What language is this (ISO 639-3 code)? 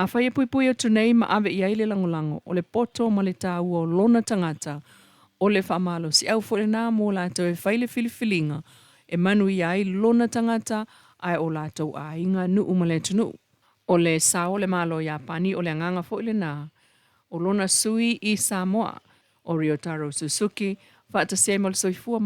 smo